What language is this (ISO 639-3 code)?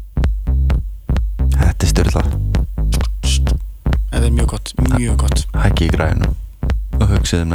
isl